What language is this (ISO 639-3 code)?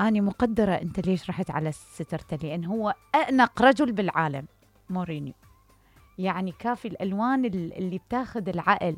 acm